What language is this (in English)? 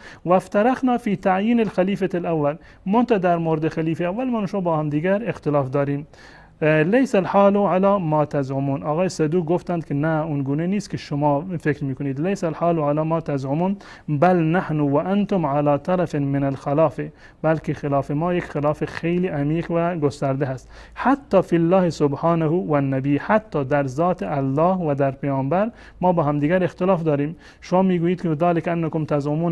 Persian